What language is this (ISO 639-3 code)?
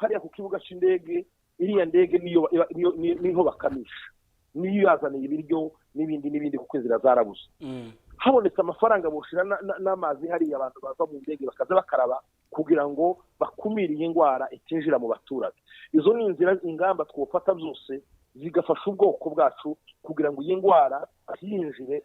kin